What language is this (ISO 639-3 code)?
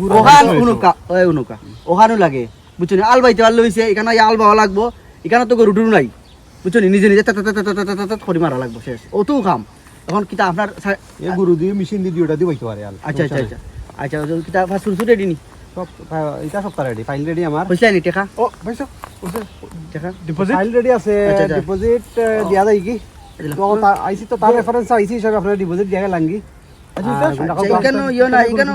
syl